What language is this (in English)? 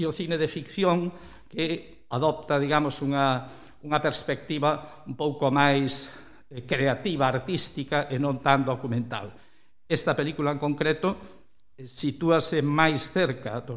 Galician